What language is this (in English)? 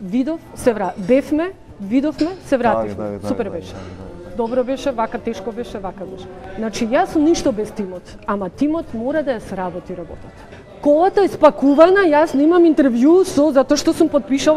Macedonian